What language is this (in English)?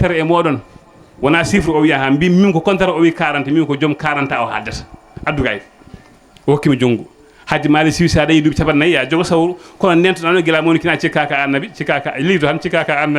Fula